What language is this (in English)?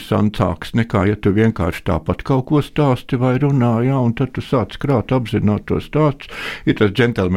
Latvian